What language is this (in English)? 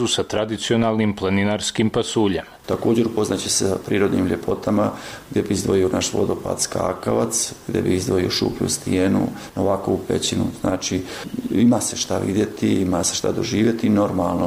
Bosnian